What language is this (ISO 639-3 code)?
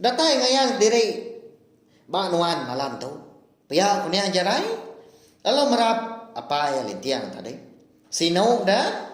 iba